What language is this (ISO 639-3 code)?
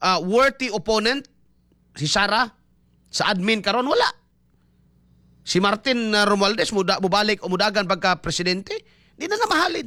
ceb